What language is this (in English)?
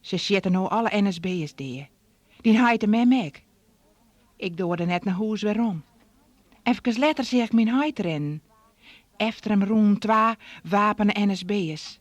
Western Frisian